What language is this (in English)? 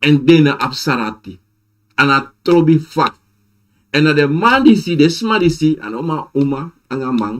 Sranan Tongo